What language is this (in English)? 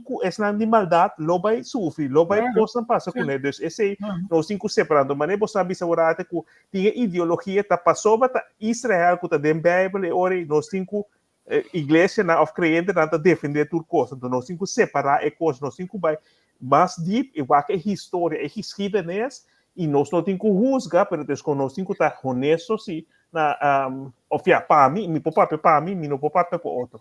Papiamento